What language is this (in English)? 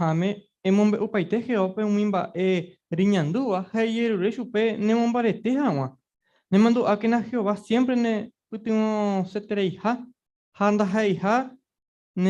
Guarani